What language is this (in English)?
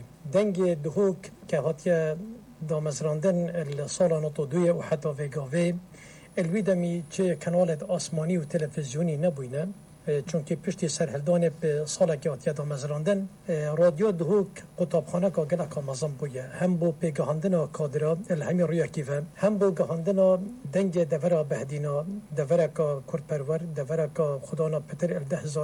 Kurdish